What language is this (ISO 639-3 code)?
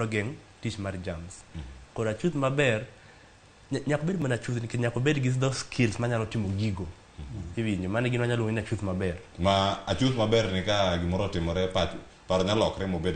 luo